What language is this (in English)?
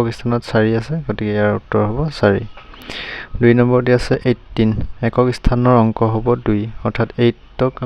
Assamese